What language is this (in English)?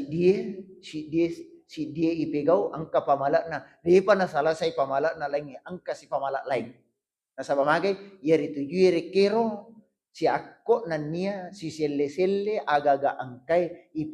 Buginese